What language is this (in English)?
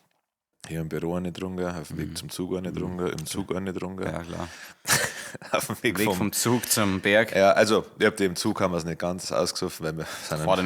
Bavarian